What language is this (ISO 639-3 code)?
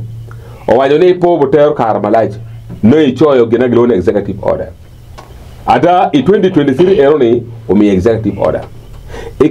ach